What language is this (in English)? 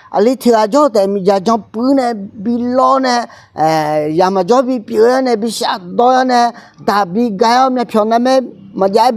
Akha